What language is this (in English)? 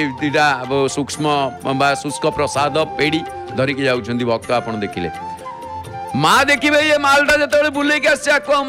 Odia